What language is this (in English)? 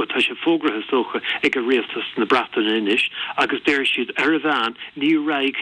Irish